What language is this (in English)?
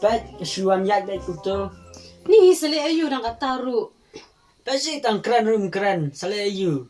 Khasi